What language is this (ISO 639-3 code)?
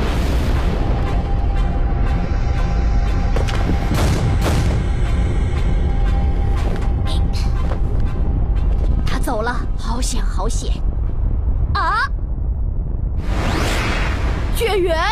zho